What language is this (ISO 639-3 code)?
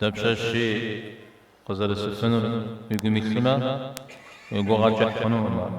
kbd